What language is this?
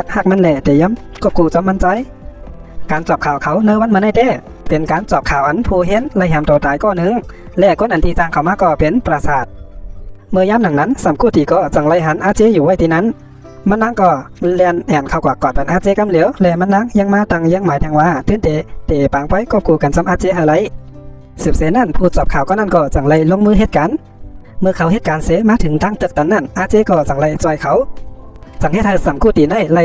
Shan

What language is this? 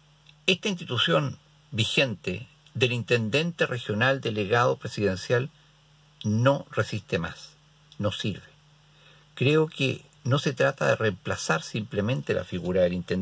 Spanish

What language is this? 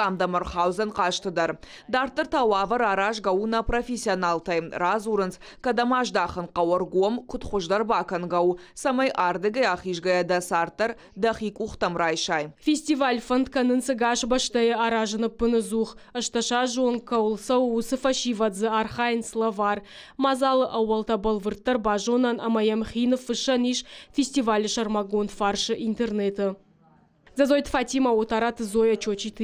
Ossetic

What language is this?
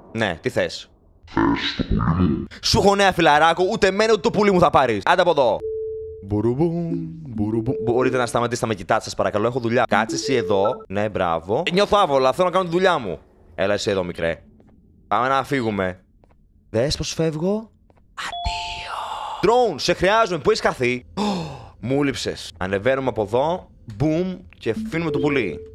Greek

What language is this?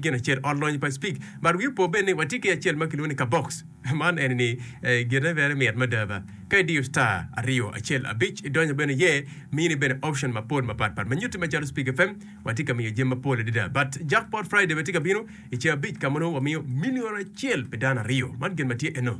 Acoli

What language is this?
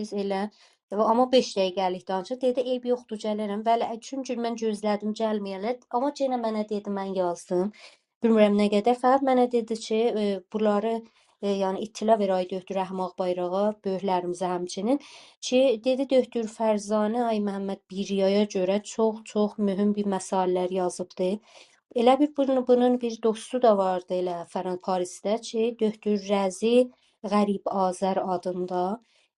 South Azerbaijani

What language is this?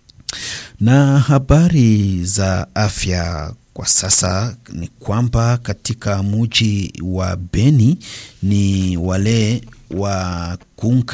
Swahili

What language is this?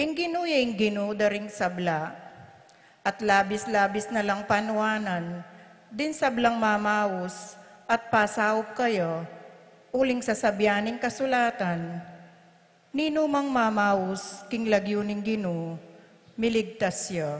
Pampanga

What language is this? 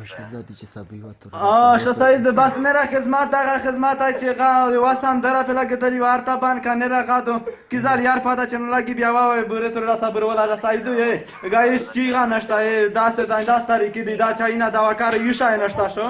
Pashto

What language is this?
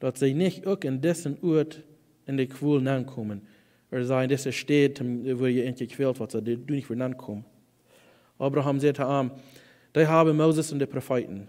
Plautdietsch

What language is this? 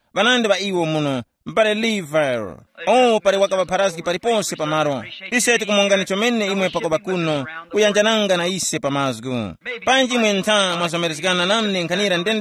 Tumbuka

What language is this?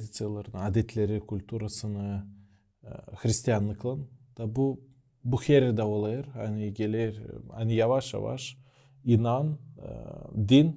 Gagauz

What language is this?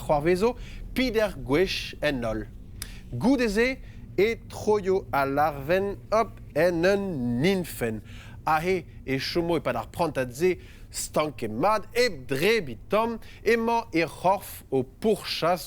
Breton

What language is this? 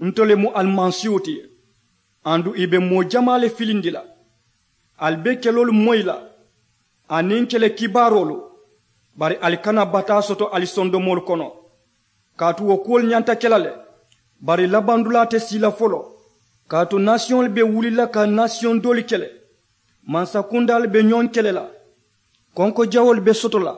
Mandingo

